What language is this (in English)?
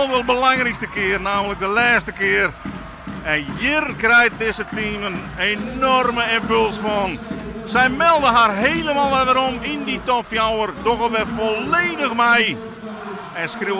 Western Frisian